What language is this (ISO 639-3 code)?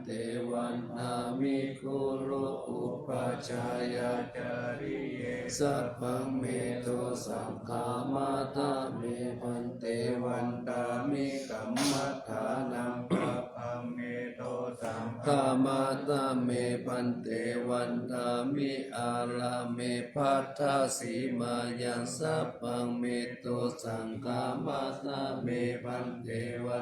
pli